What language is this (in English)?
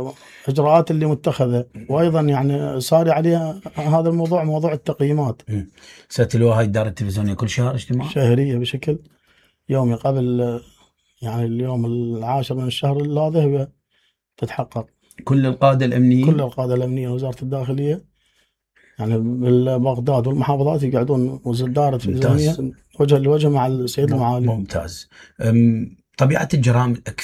Mesopotamian Arabic